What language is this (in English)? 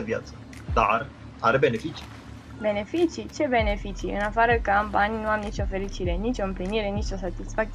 Romanian